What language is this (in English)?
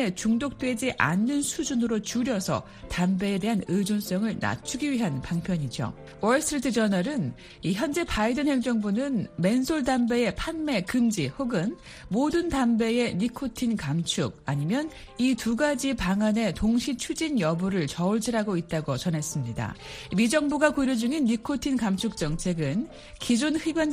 Korean